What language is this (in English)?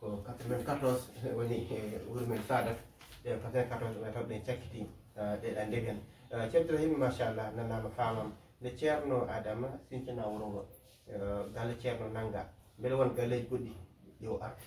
Fula